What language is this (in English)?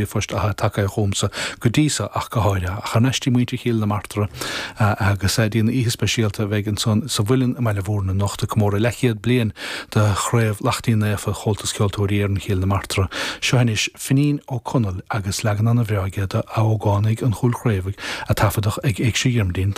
Irish